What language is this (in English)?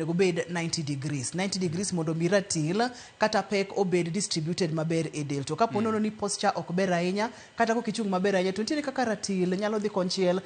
Luo (Kenya and Tanzania)